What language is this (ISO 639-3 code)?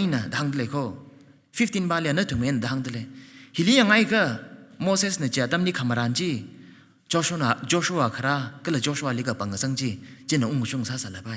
nmf